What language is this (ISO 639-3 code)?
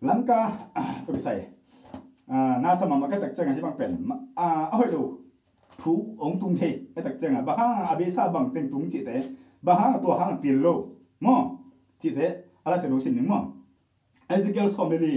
ctd